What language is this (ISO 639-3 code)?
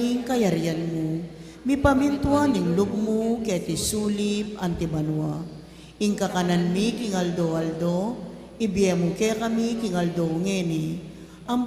pam